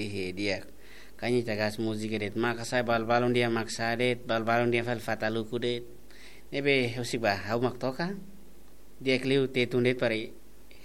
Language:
Tetum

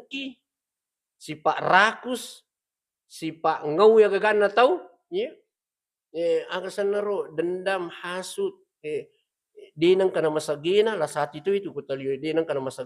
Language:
Buginese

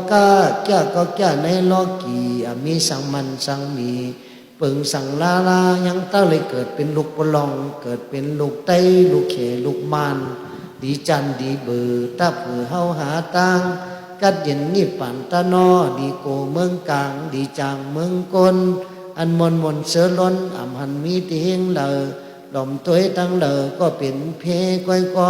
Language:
Shan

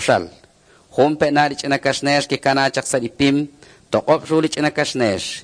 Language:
Kekchí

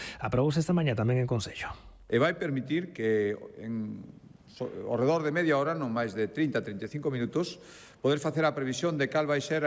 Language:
Galician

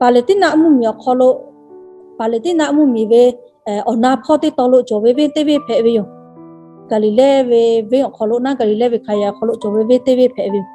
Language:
Lahu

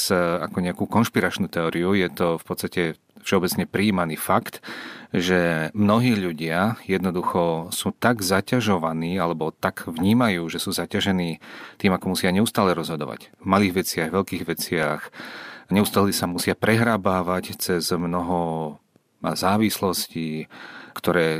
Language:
Slovak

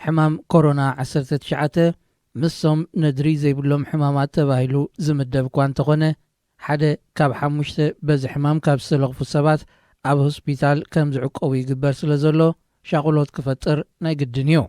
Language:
Tigrinya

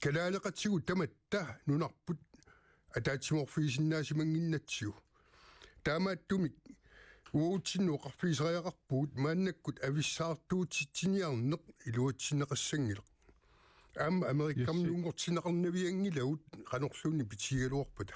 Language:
Kalaallisut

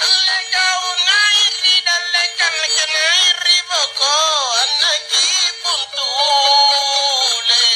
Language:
Makasar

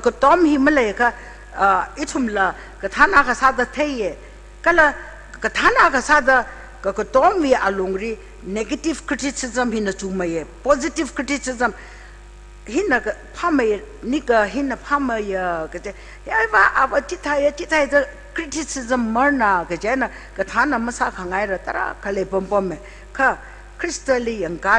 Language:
Tangkhul Naga (India)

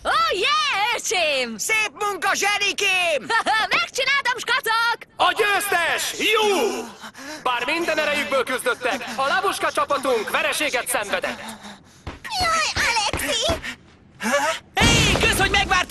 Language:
Hungarian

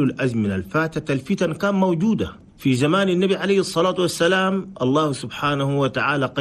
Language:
Chadian Arabic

